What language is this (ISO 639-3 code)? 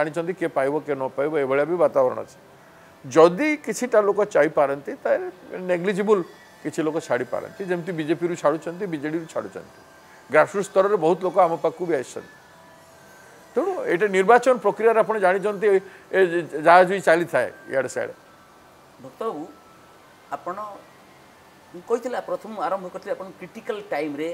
ori